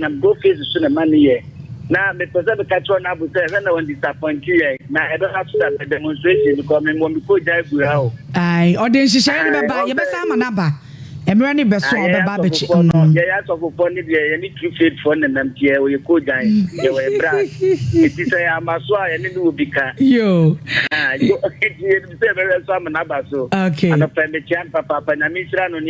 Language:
Akan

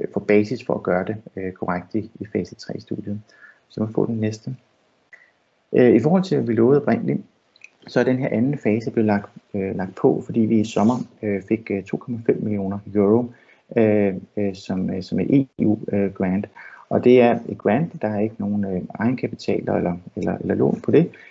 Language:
Danish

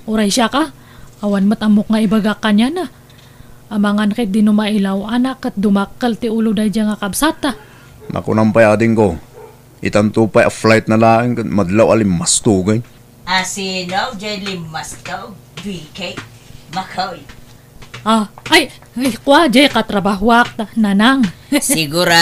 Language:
Iloko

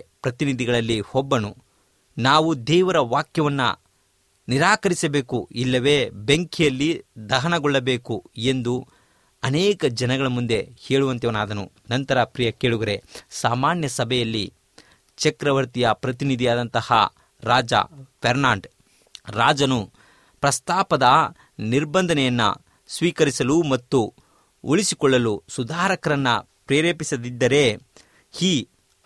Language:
Kannada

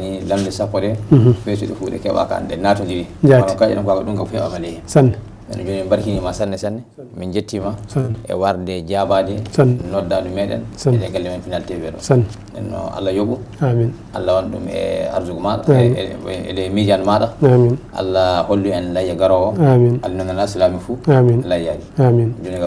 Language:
Fula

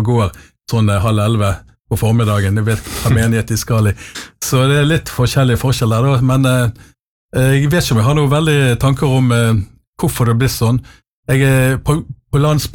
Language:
Norwegian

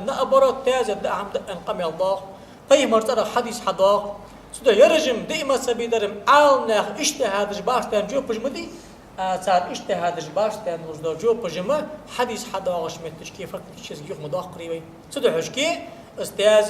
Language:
Ingush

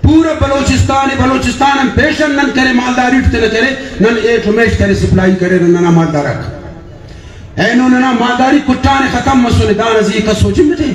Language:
Brahui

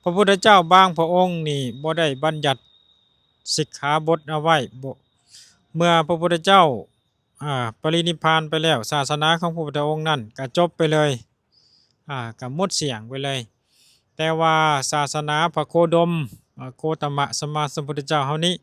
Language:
Lao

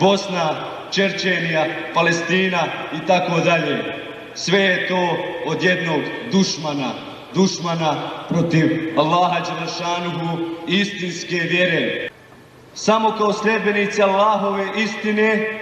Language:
Bosnian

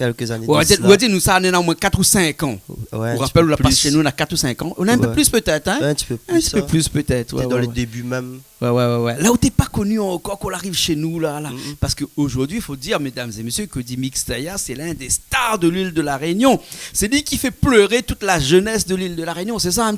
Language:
Réunion Creole French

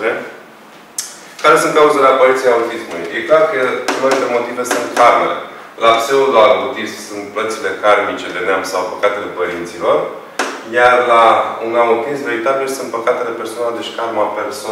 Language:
Romanian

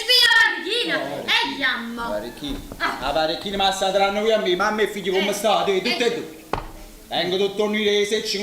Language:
Neapolitan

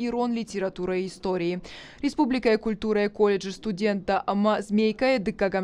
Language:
Ossetic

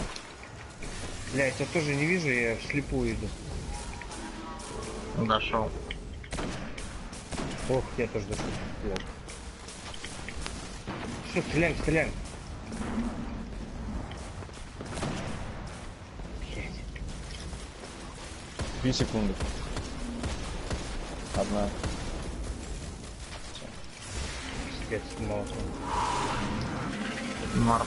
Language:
Russian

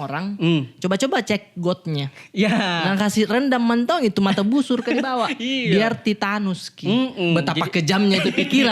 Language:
Makassar Malay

